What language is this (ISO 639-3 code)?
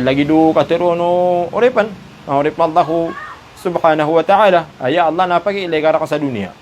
mrw